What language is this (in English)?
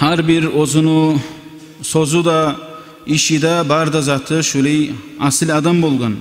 Kumyk